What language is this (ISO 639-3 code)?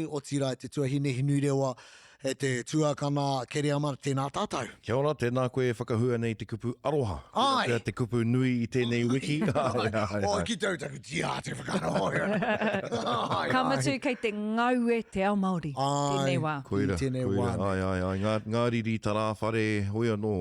mri